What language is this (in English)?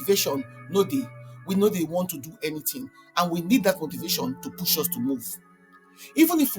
Nigerian Pidgin